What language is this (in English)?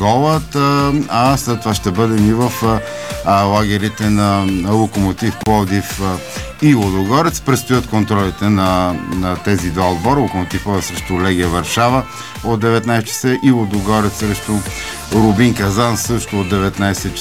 Bulgarian